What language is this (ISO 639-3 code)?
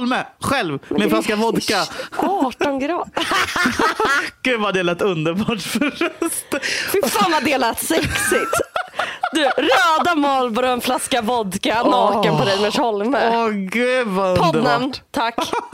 swe